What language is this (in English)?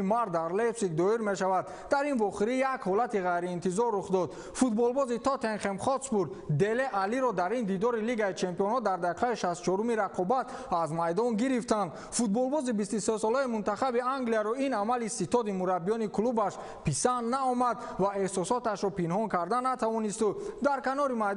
Tajik